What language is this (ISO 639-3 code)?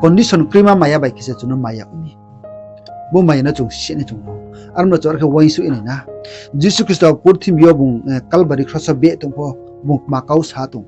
ria